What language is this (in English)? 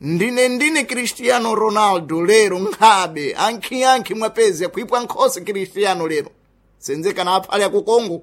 Sena